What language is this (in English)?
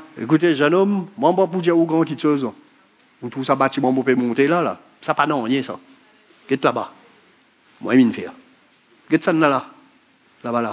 Morisyen